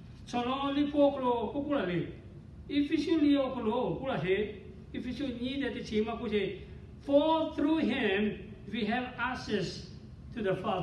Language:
Lahu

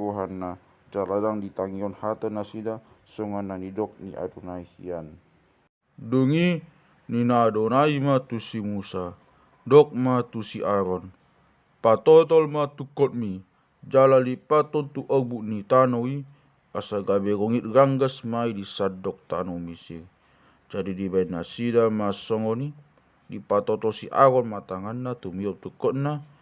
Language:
Batak Toba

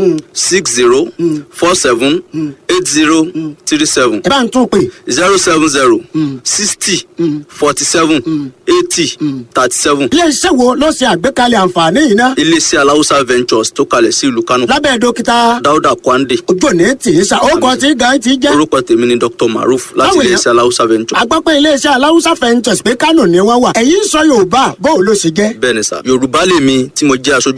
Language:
Yoruba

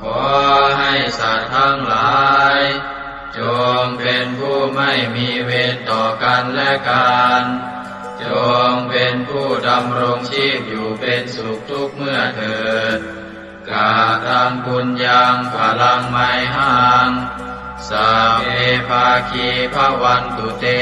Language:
Pali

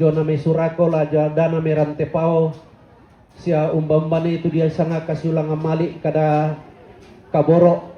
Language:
Toraja-Sa'dan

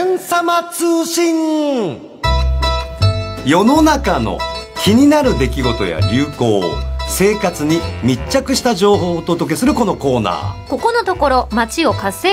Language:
Japanese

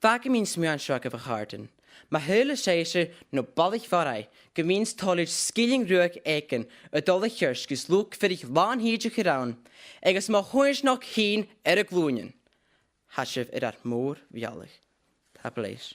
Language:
Scottish Gaelic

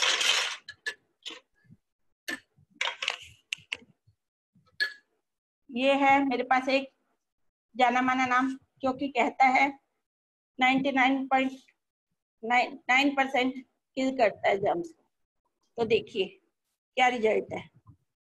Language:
Hindi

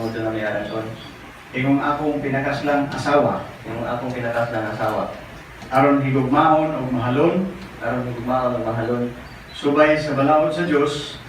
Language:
Cebuano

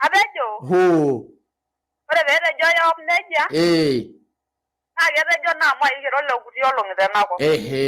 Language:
Masai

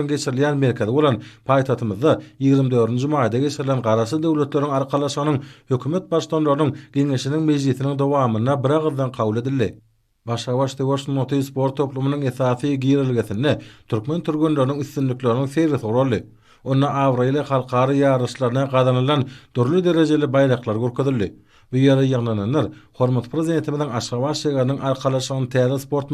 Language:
Turkmen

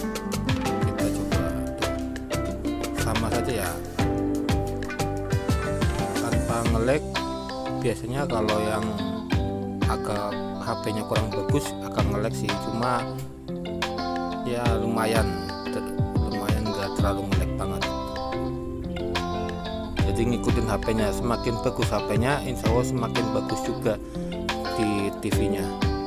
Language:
Indonesian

